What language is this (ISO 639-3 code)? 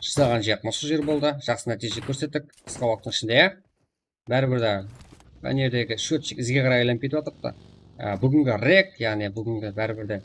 kaa